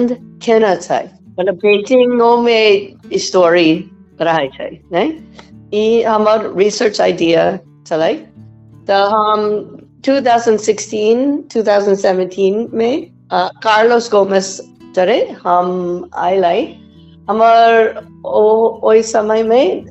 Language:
Maithili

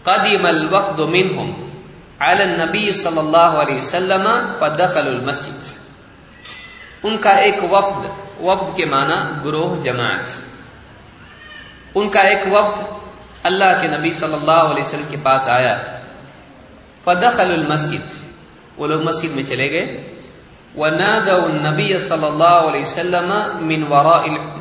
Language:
Urdu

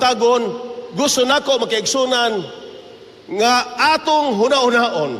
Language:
Cebuano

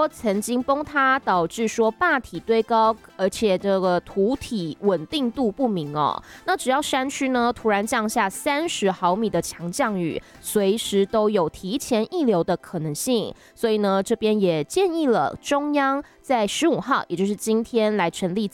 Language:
Chinese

